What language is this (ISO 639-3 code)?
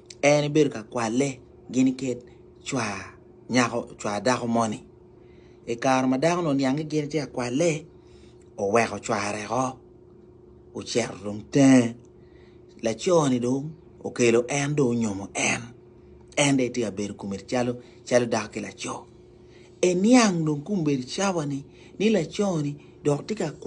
ach